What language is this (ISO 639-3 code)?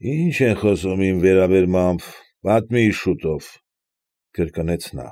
hye